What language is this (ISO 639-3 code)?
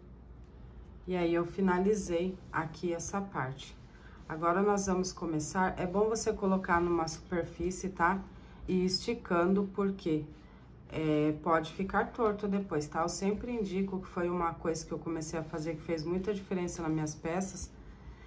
por